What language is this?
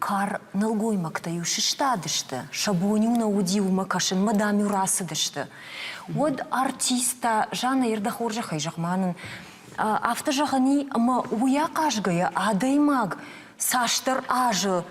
Ossetic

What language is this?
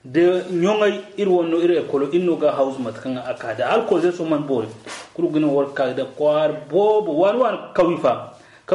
Zarma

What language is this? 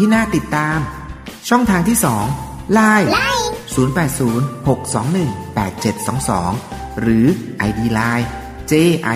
Thai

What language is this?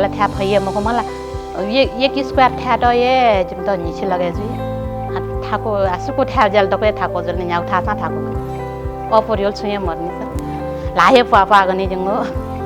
Newari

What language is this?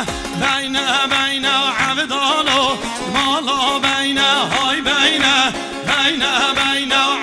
Kurdish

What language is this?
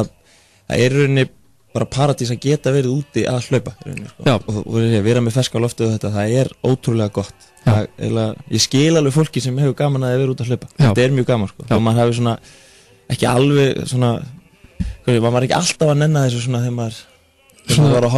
Icelandic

